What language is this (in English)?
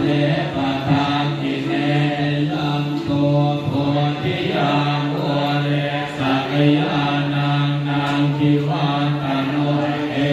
Pali